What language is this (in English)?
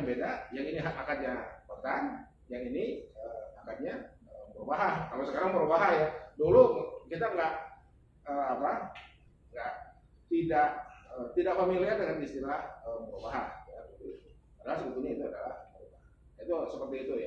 Indonesian